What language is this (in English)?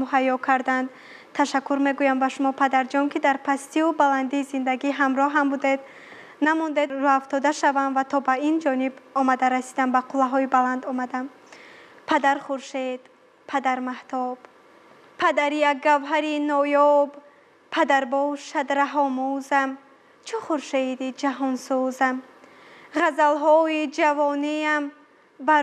Tajik